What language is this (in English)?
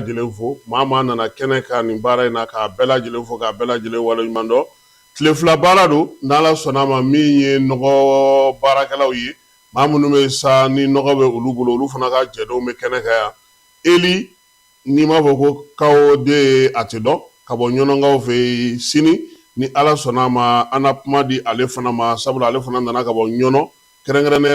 Bambara